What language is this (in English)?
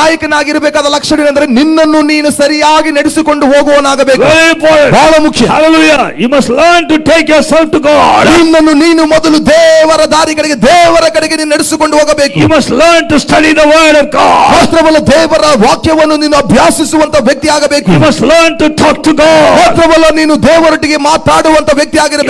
Kannada